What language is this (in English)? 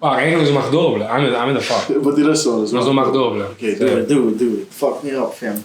Papiamento